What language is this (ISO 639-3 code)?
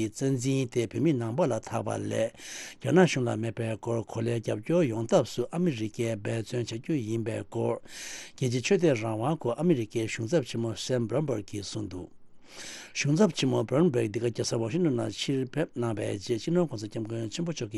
bod